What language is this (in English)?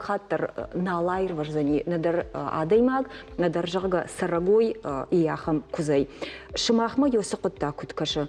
Ossetic